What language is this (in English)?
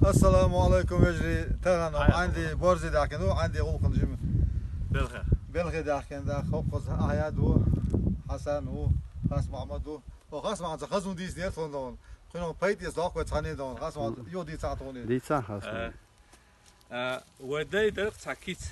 Chechen